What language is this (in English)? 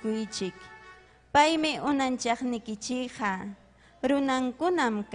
Ayacucho Quechua